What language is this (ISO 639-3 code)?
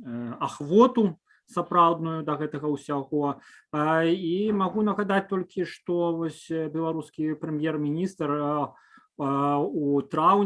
bel